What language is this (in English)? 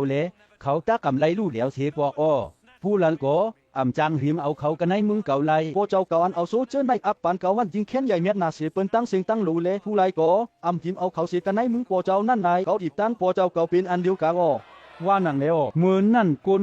Shan